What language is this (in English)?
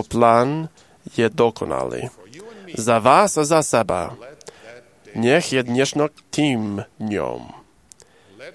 Slovak